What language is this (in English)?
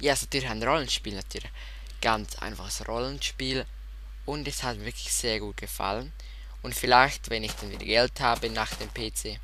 Swiss German